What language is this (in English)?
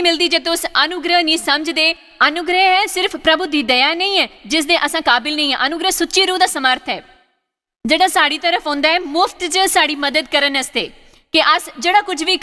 Dogri